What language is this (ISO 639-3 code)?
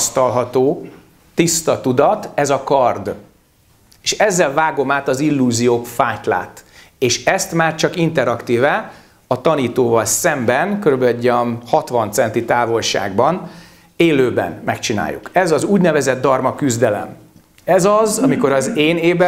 hun